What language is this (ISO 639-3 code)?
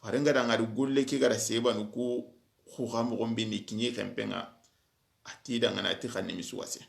snk